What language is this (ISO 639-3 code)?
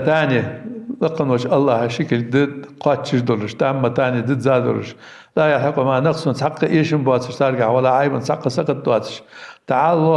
inh